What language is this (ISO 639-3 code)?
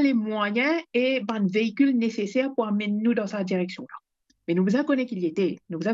mfe